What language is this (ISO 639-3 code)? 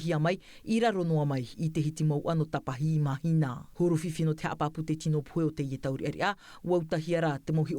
tah